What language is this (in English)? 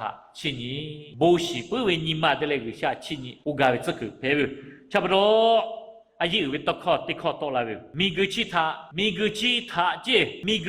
Lahu